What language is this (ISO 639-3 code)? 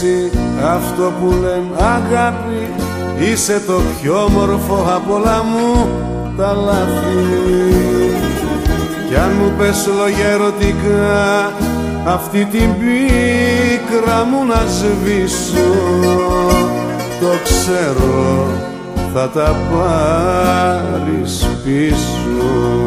ell